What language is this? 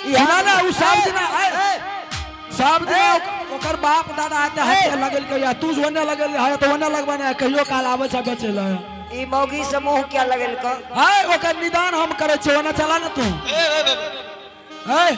Angika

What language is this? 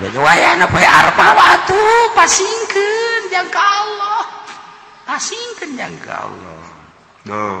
Sundanese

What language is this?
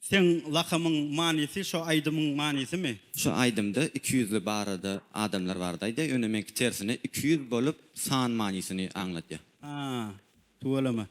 Turkmen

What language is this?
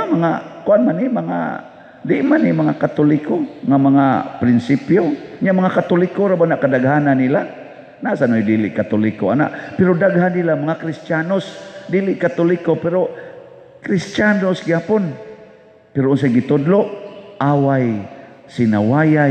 Cebuano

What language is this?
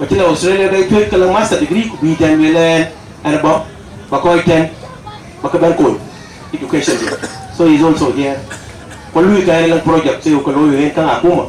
Dinka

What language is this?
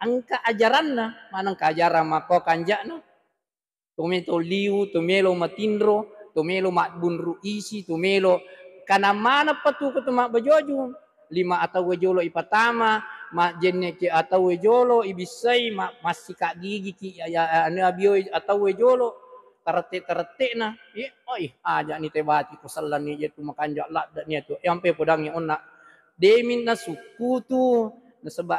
Buginese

